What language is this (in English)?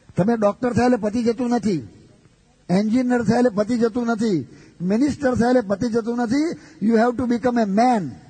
Gujarati